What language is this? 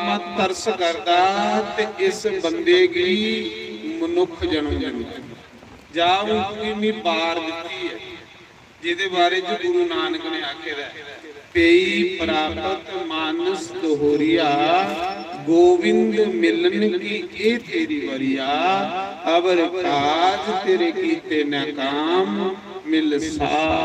Dogri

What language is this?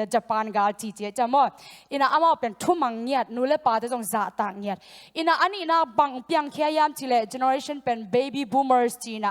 Tedim Chin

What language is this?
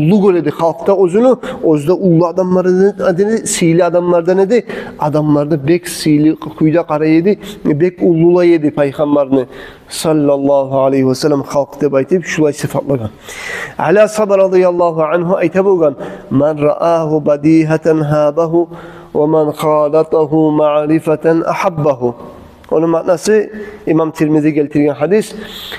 Kumyk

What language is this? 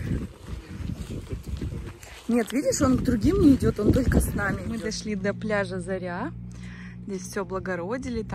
Russian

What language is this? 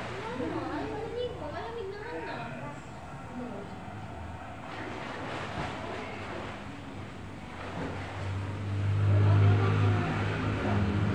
Filipino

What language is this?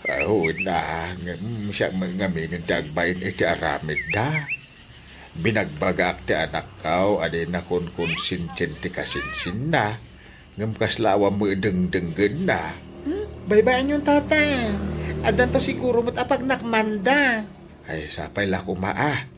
Iloko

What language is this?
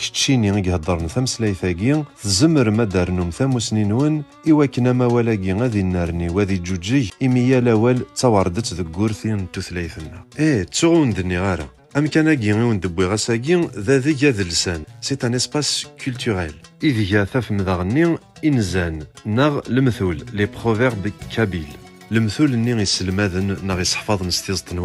Kabyle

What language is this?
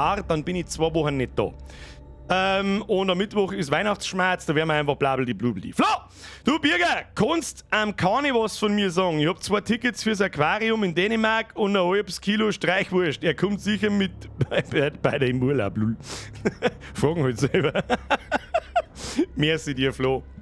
Bavarian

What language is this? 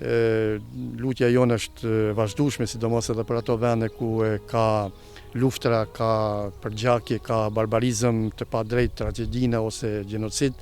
Albanian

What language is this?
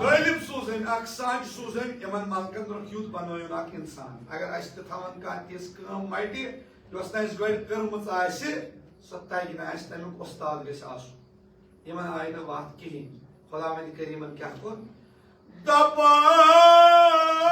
Kashmiri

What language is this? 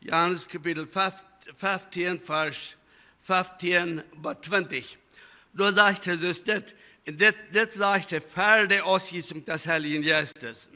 Plautdietsch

